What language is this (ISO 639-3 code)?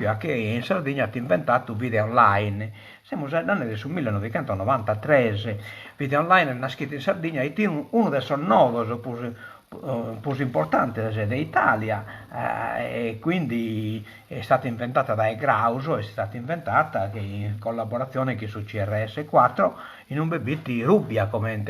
srd